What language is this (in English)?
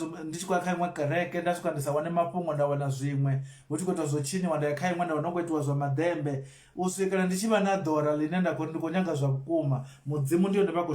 Venda